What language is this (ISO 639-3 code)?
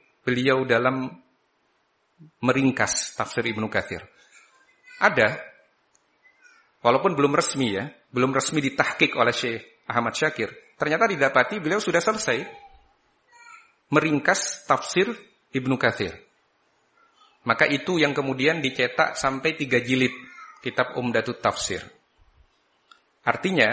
ind